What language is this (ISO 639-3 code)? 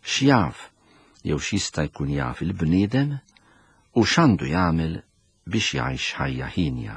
mlt